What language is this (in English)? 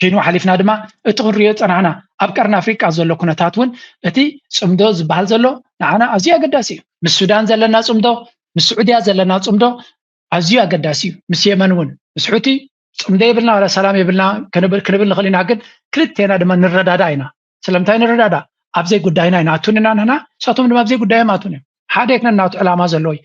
Tigrinya